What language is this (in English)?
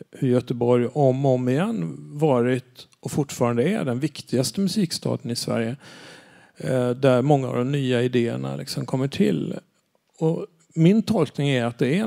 Swedish